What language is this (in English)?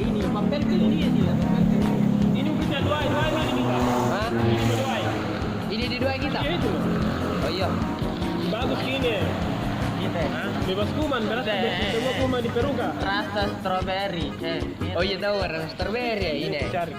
Makassar Malay